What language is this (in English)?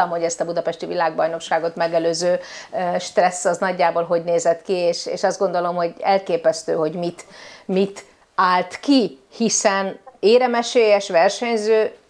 Hungarian